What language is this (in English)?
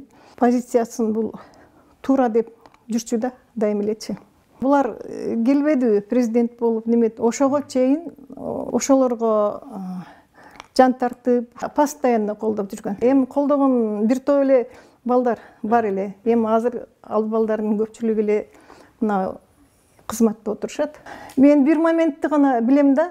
Kyrgyz